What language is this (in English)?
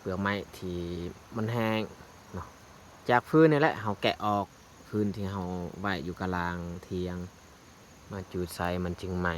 Lao